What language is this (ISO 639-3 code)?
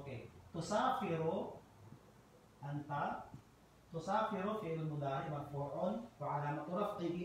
fil